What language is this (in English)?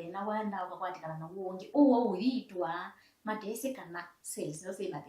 Kamba